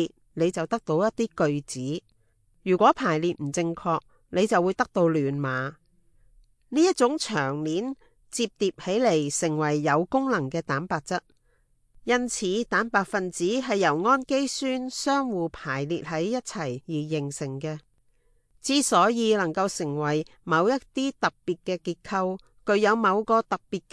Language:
Cantonese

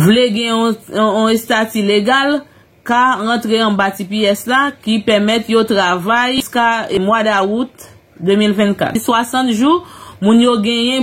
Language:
Haitian Creole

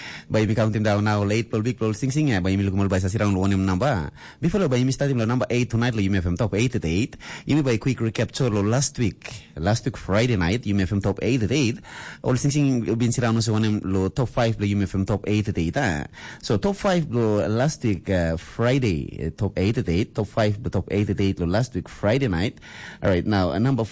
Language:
Tok Pisin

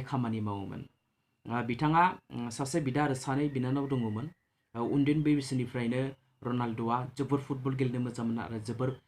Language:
Bodo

